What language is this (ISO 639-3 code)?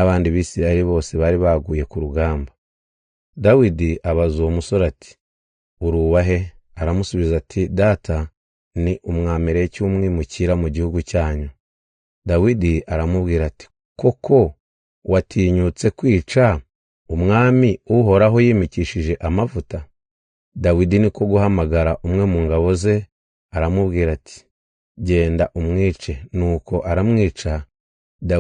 kin